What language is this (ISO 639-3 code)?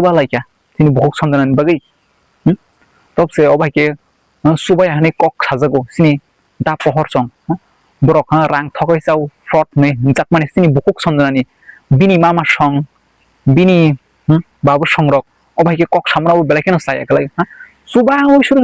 trp